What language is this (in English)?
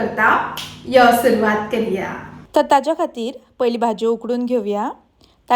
Konkani